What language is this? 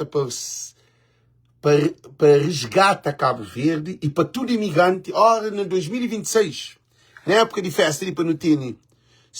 Kabuverdianu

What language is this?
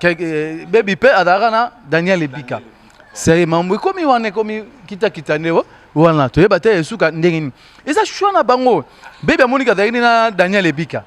Lingala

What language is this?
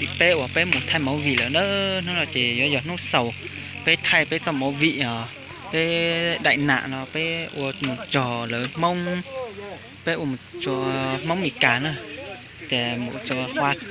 Hmong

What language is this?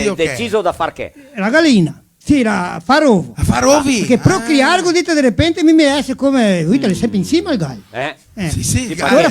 Venetian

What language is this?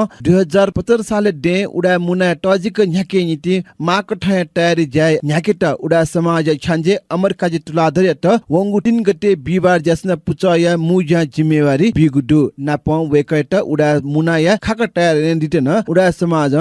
Newari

